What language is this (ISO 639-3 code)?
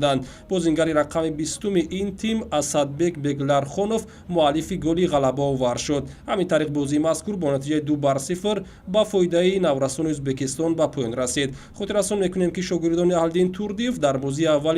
tgk